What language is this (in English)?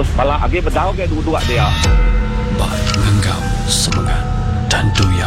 Iban